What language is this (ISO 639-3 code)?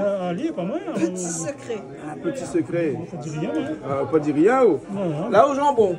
rcf